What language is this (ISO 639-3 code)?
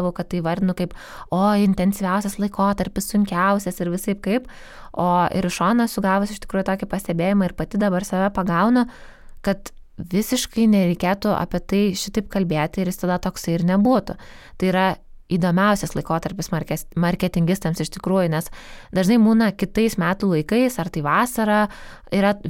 lit